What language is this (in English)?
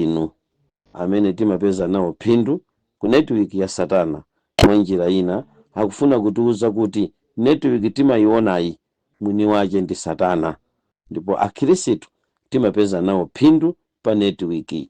Nyanja